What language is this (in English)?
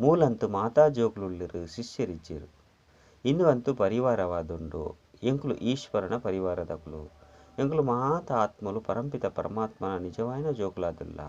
Tulu